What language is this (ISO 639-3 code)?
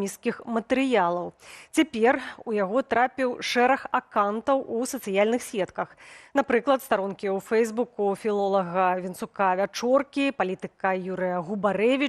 bel